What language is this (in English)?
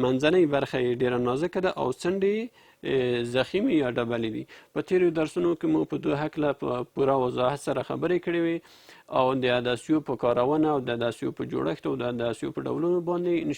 Pashto